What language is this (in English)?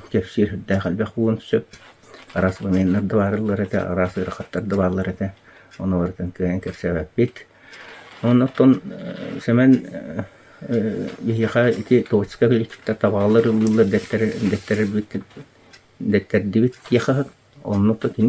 Yakut